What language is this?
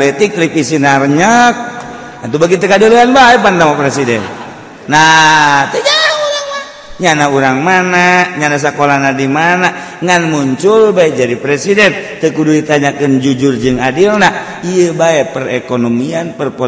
Sundanese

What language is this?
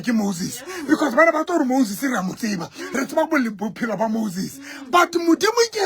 Southern Sotho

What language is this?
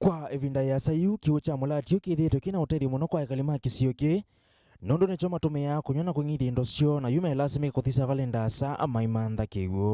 Kamba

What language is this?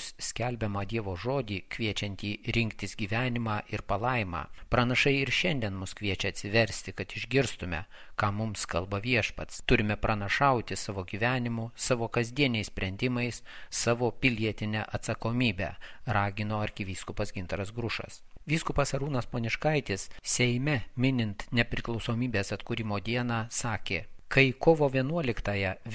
Lithuanian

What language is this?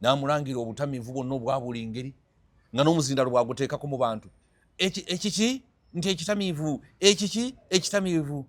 Ganda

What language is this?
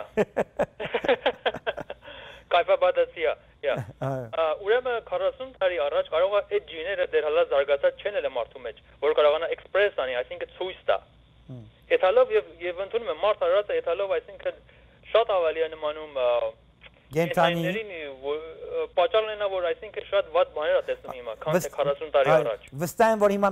Armenian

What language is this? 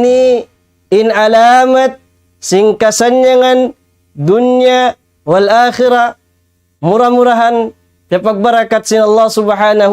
Tausug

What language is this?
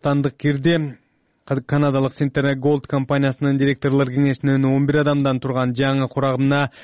Kyrgyz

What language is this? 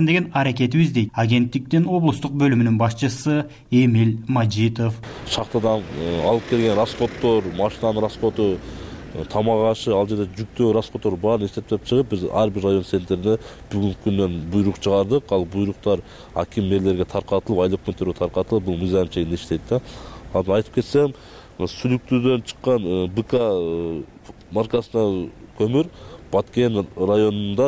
Kyrgyz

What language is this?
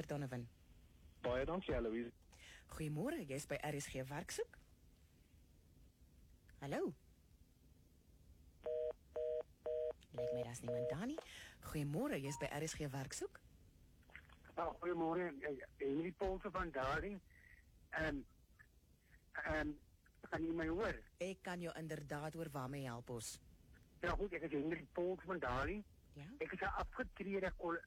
Afrikaans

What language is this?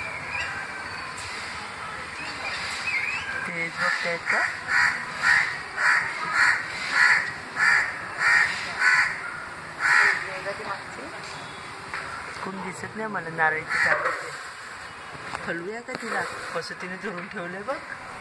Marathi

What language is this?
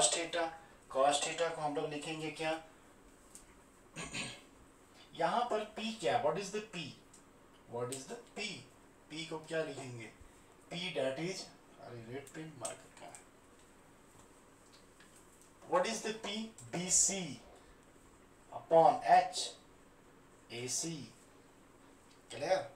Hindi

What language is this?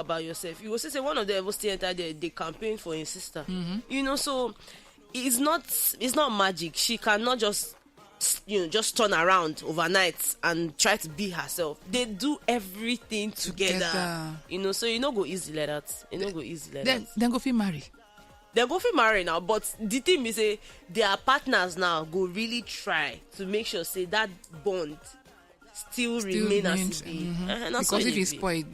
Nigerian Pidgin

